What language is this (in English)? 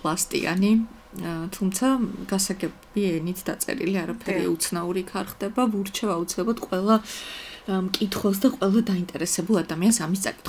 Georgian